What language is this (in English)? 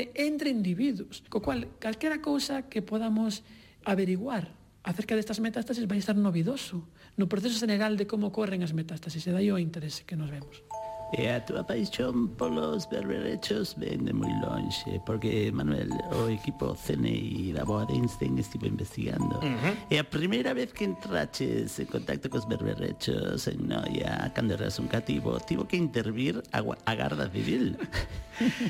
Galician